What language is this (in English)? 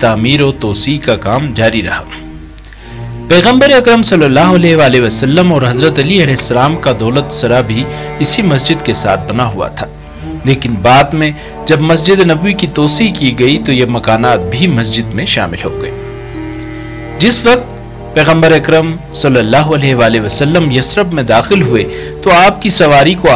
Urdu